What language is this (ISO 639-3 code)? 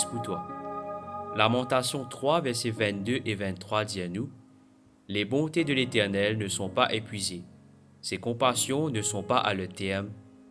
mfe